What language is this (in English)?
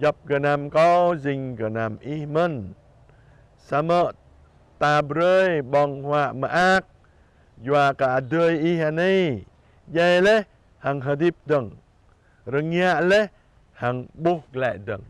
Jarai